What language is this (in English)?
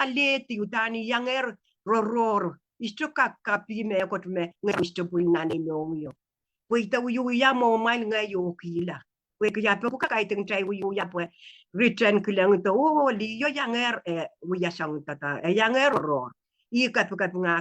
Pohnpeian